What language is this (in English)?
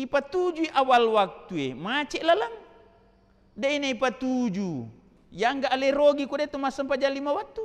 Buginese